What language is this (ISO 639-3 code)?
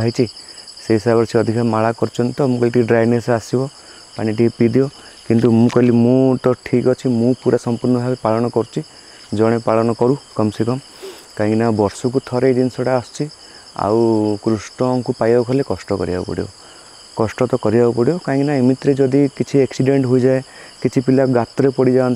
ori